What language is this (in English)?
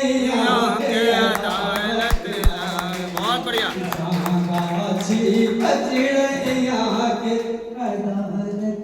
Angika